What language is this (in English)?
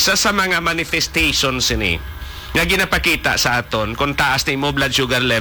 Hiligaynon